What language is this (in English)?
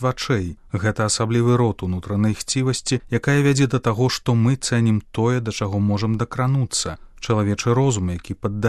Belarusian